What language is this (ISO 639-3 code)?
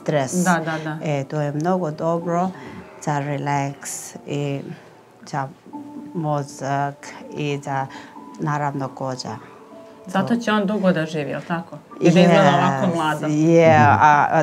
srp